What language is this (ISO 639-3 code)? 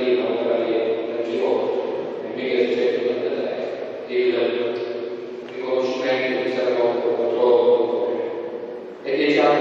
ita